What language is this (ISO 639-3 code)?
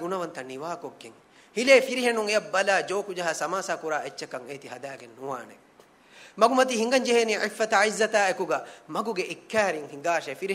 div